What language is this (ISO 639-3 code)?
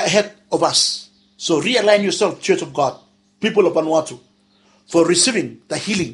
bis